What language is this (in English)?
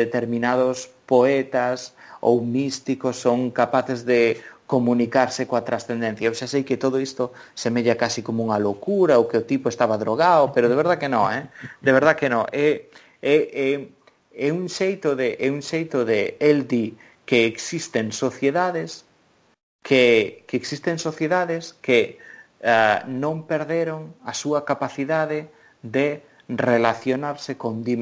Galician